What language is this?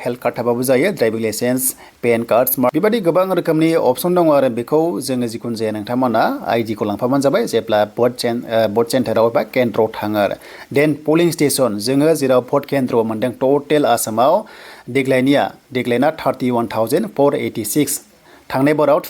Bodo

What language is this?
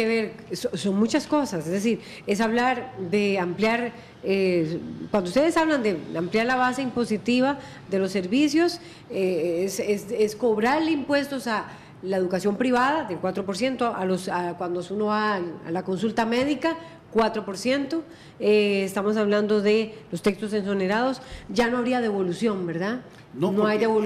Spanish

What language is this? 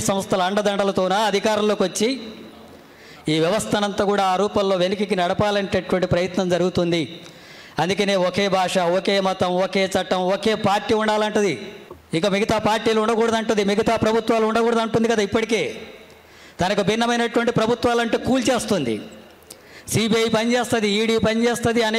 Telugu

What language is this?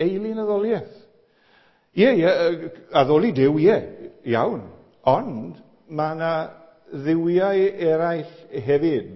Welsh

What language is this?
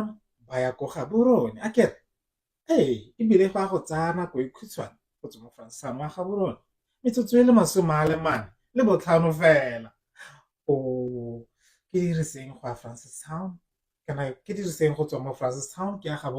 Tswana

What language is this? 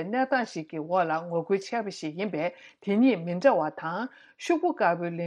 Tibetan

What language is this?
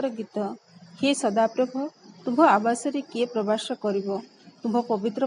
Odia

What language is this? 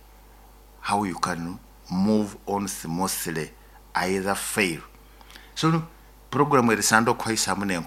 Nyoro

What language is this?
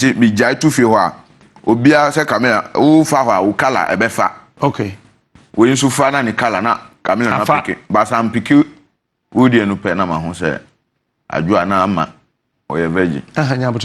Akan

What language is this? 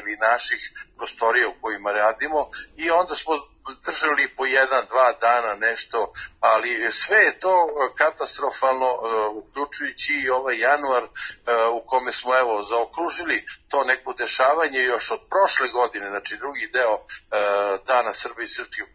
Serbian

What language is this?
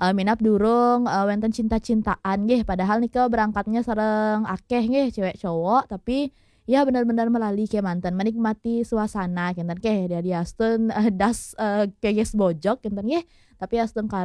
Balinese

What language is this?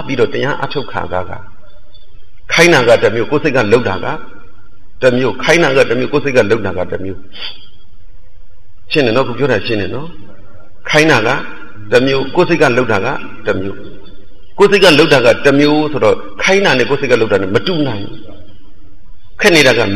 Burmese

